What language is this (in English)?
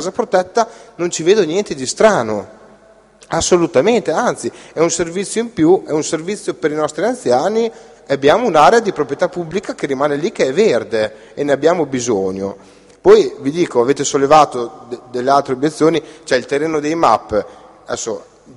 Italian